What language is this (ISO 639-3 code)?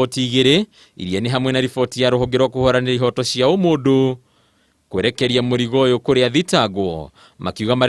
kik